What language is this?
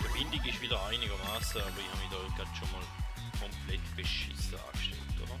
Swiss German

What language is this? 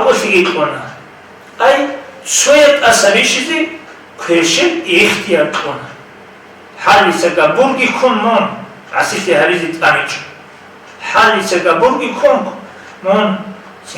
Avaric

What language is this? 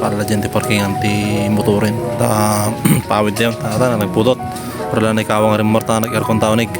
Iloko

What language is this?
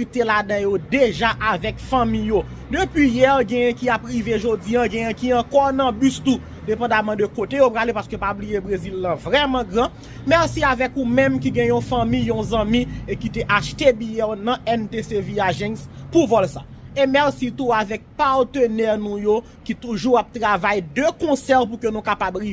Haitian Creole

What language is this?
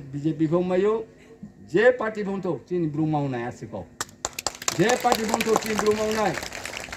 Riang (India)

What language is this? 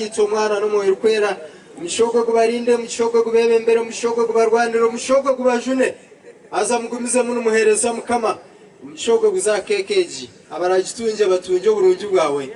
Nyankole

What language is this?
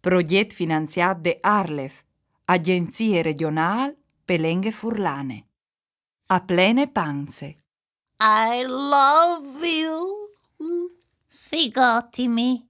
Friulian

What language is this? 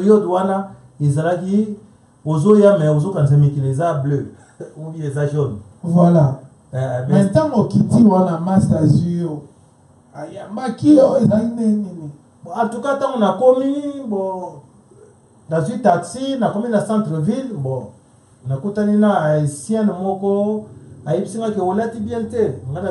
Lingala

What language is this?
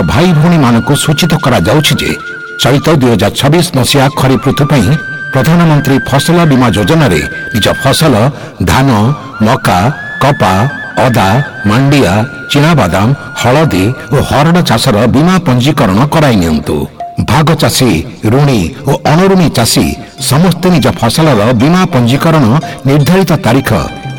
Odia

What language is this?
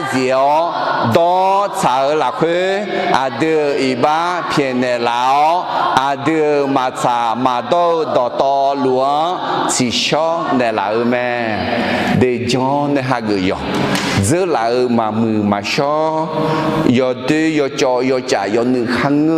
Akha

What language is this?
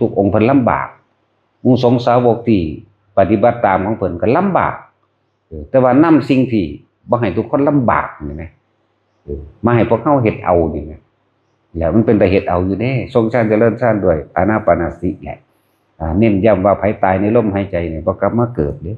Northeastern Thai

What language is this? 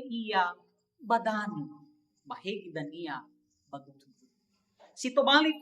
Nias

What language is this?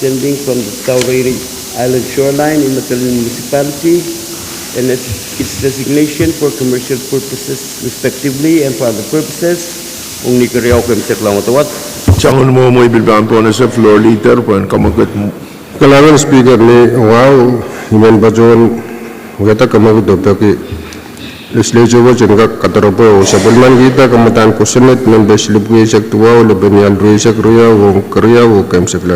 Pohnpeian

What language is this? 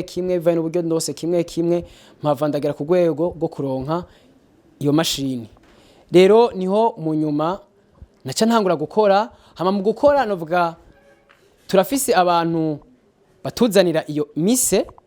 Rundi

